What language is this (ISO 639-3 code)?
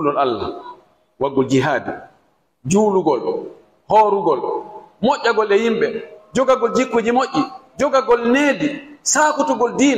ful